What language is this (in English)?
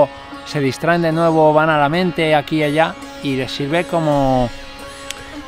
Spanish